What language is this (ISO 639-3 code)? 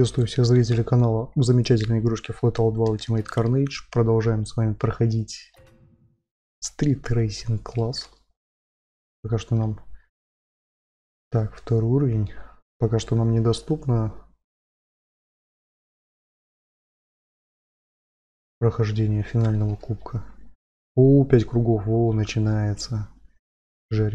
rus